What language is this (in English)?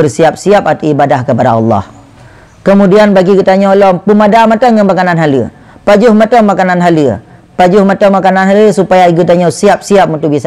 Achinese